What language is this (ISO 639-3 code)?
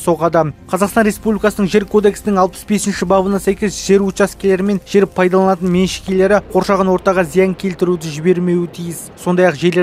kaz